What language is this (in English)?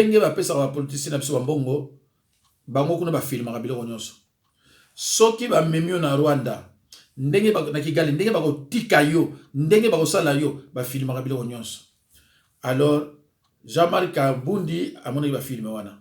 Lingala